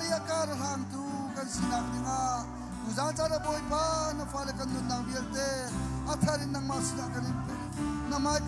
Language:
Hakha Chin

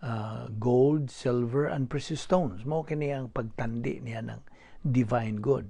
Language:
Cebuano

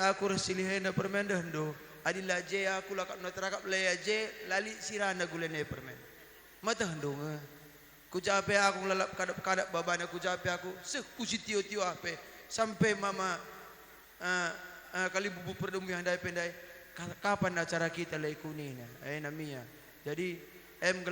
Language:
Batak Karo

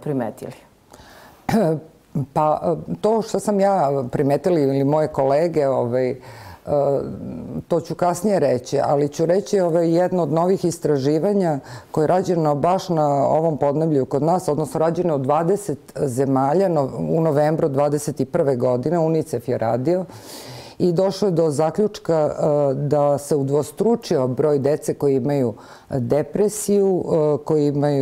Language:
Serbian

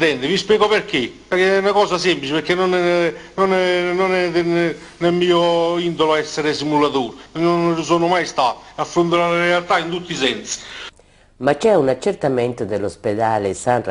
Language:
Italian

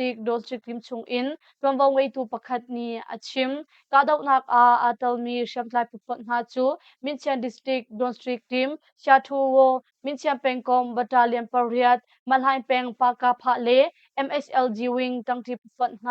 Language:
Hakha Chin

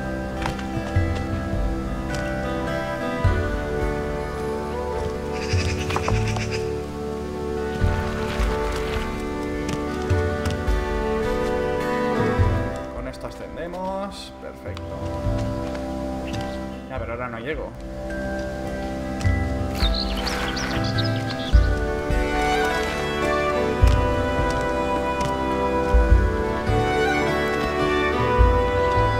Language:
Spanish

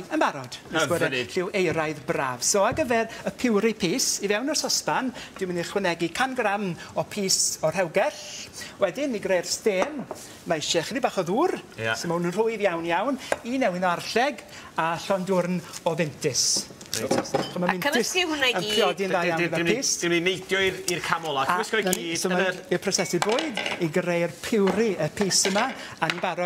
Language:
Welsh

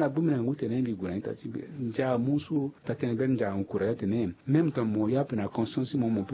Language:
Sango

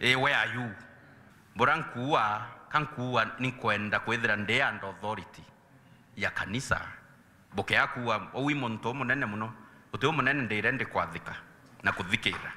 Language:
Meru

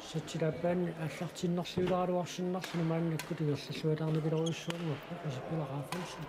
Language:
Kalaallisut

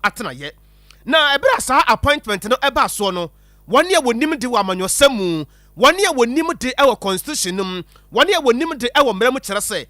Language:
Akan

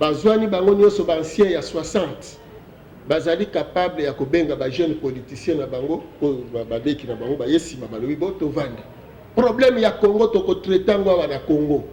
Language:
Lingala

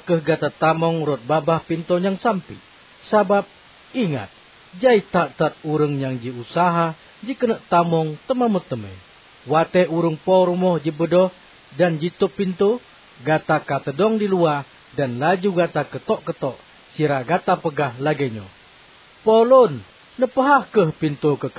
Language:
Achinese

